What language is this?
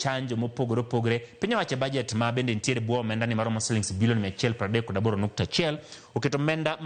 Luo (Kenya and Tanzania)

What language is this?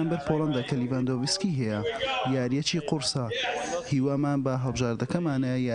Central Kurdish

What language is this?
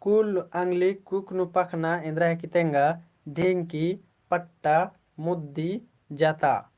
Kurukh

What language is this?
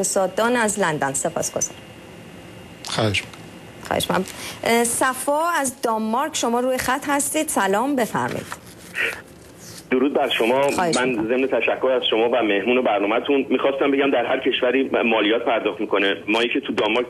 Persian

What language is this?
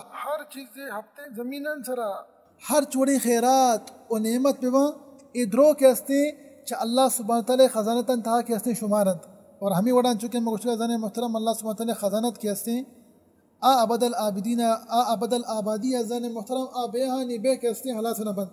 Baluchi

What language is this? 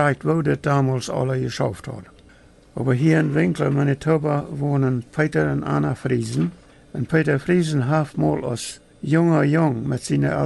Plautdietsch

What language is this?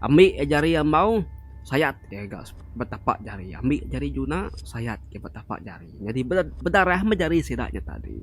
Iban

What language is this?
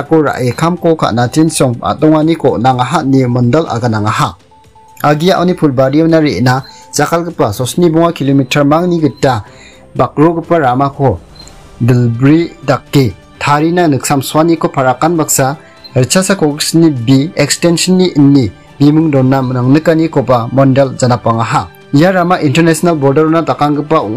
Garo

